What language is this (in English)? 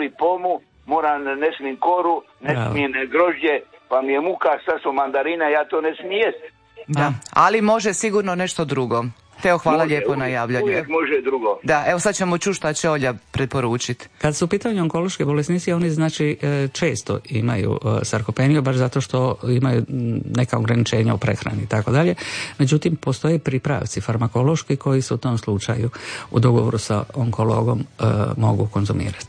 Croatian